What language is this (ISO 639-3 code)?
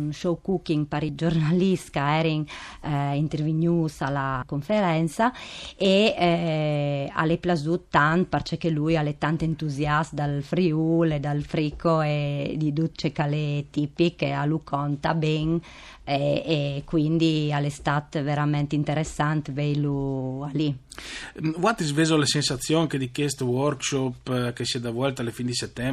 fur